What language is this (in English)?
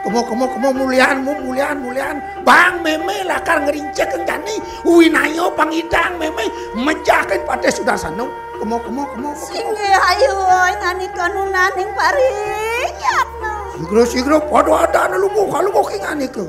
Balinese